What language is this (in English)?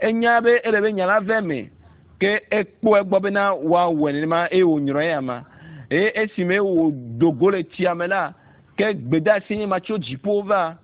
Ewe